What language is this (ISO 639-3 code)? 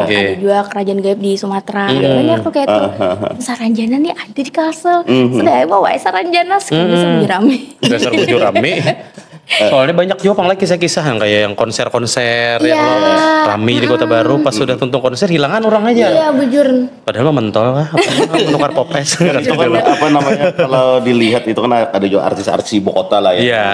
bjn